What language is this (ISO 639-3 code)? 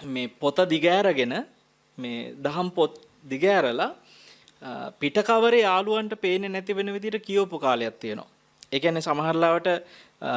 sin